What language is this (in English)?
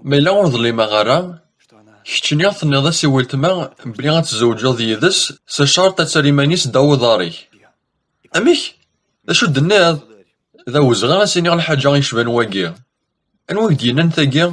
Kabyle